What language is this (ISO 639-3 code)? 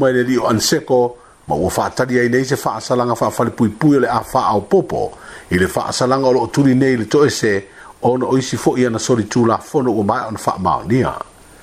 smo